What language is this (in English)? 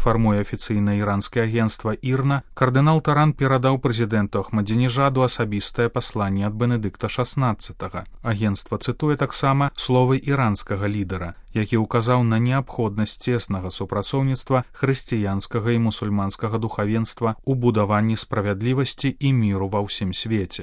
Belarusian